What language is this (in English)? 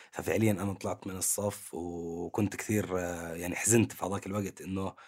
North Levantine Arabic